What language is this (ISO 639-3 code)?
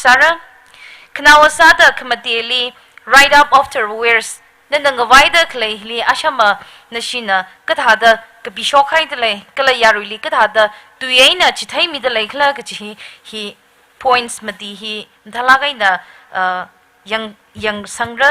nmf